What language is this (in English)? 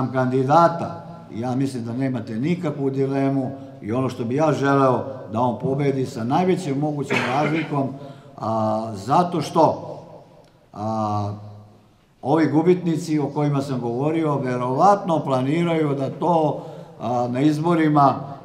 Serbian